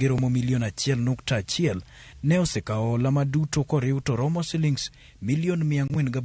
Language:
Luo (Kenya and Tanzania)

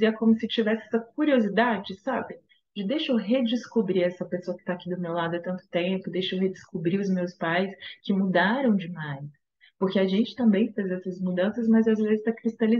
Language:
Portuguese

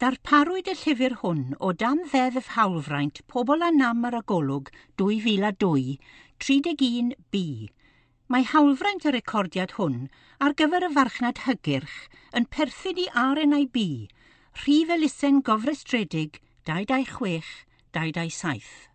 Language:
Welsh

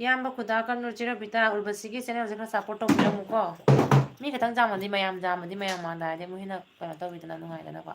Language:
Manipuri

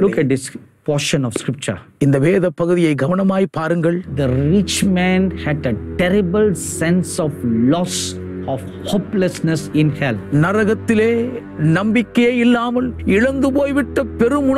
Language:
Tamil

